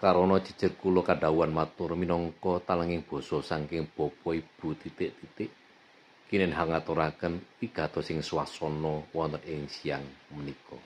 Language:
Javanese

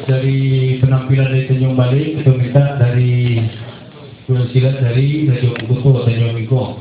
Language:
Minangkabau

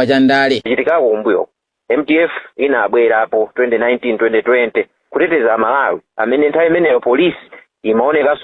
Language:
Nyanja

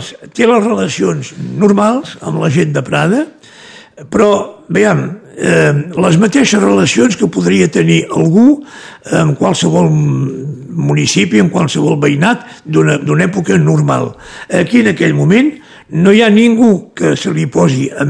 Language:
Catalan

